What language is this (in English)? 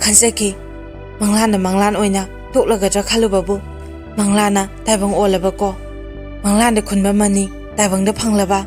Manipuri